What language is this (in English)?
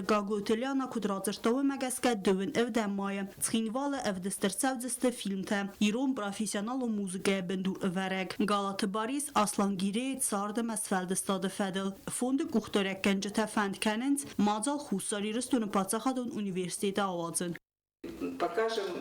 Ossetic